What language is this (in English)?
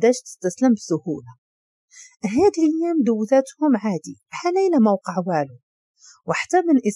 Moroccan Arabic